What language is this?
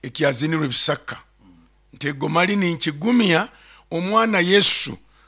Nyoro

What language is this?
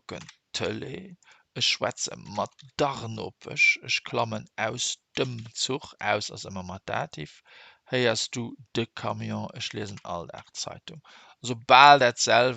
Luxembourgish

